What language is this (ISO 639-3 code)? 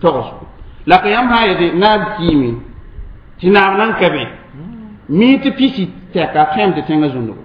mos